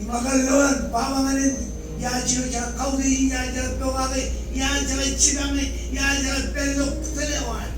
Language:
Marshallese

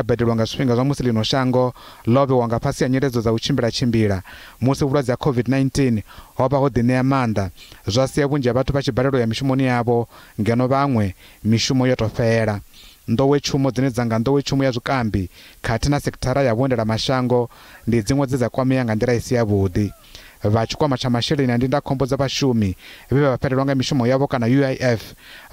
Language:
Venda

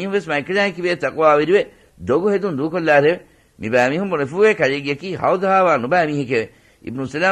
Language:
Divehi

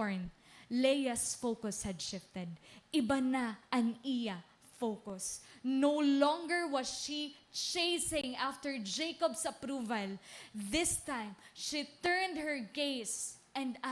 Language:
Waray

